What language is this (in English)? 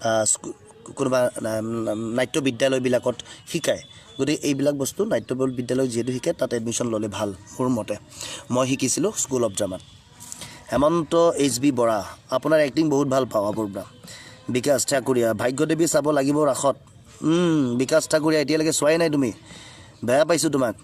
Assamese